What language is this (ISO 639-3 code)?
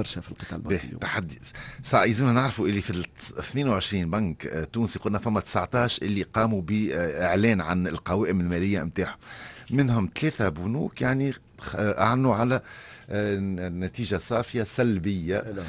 aeb